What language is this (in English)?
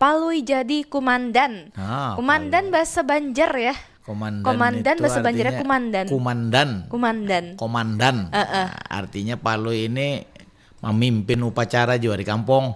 Banjar